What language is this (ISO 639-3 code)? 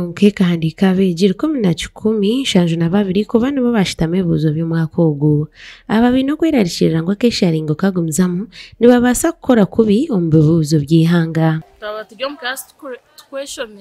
nyn